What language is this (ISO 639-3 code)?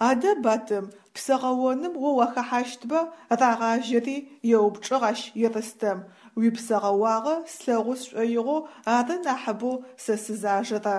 ady